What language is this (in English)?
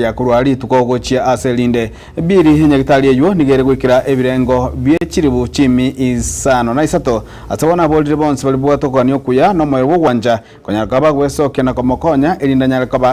Gusii